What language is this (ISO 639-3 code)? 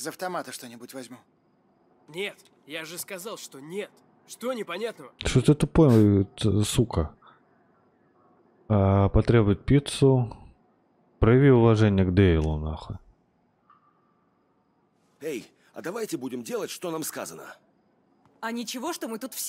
rus